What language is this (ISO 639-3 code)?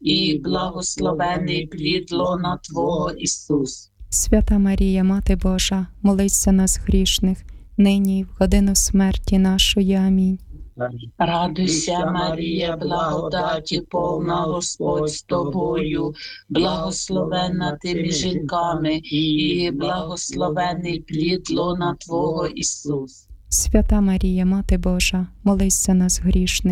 ukr